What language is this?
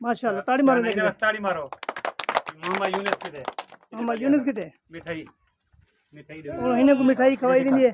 Saraiki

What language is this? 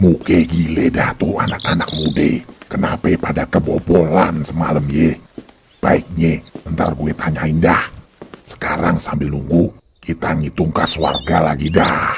Betawi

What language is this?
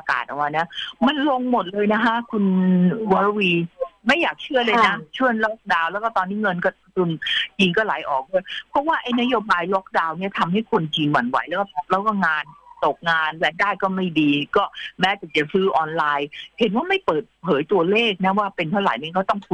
Thai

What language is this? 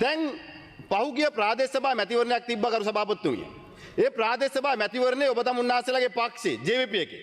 Sinhala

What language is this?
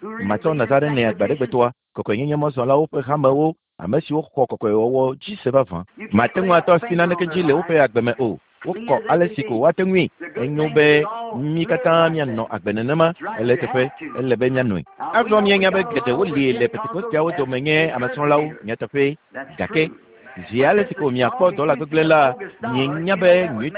Ewe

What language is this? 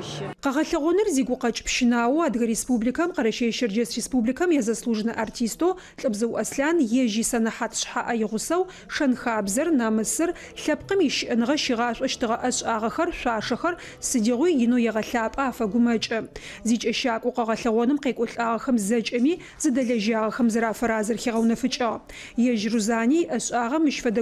Adyghe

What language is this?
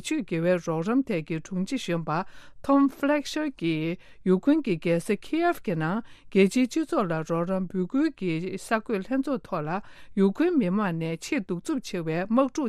Tibetan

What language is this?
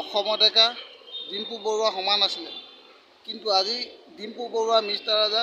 Assamese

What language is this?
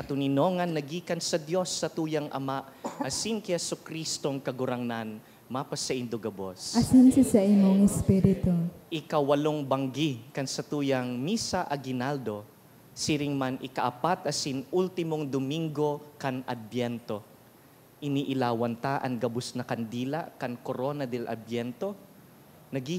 Bikol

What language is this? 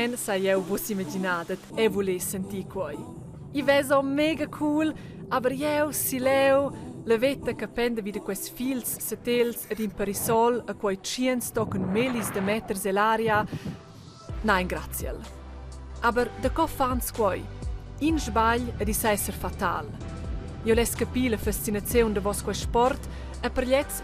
Romansh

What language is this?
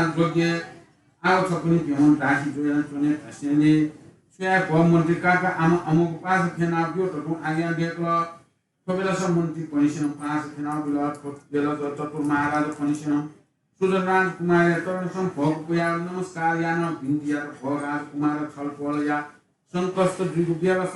Newari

